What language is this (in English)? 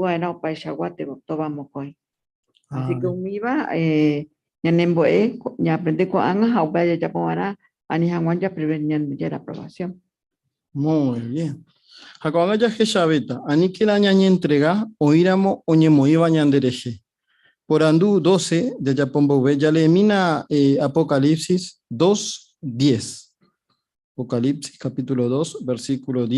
Guarani